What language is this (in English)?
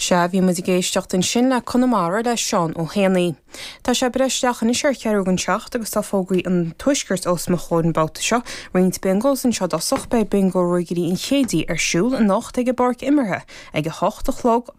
Irish